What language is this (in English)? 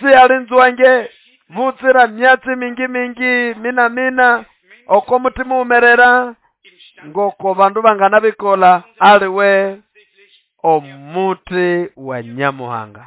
Nande